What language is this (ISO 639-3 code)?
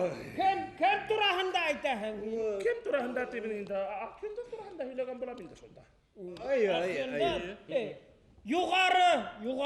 bak